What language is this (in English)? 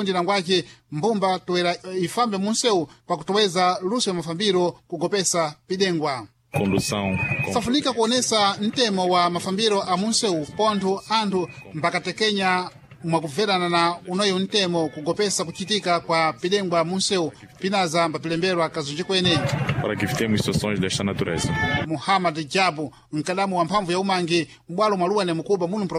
Sena